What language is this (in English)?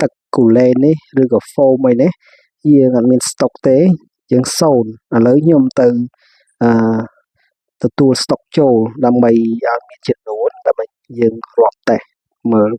Khmer